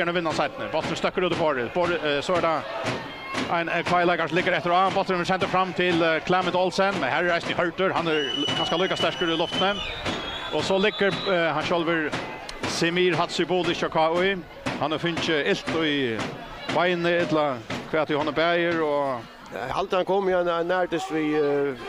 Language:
Faroese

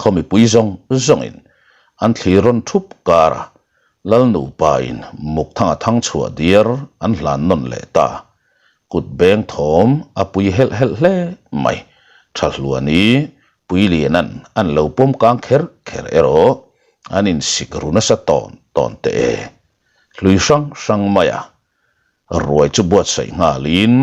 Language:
Mizo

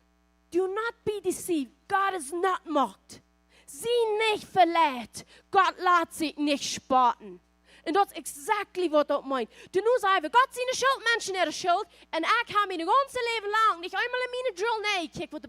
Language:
Plautdietsch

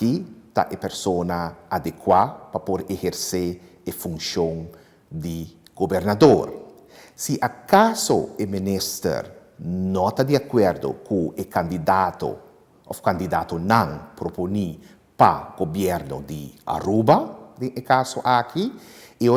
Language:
Papiamento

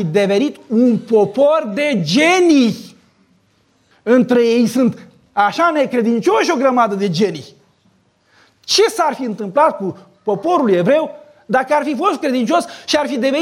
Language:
Romanian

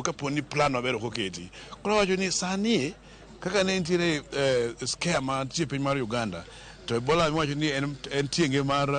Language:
Luo (Kenya and Tanzania)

